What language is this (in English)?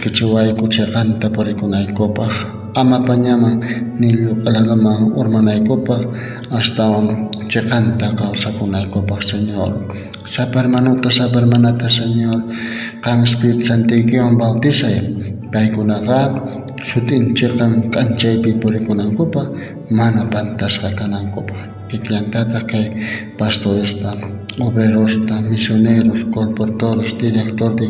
South Bolivian Quechua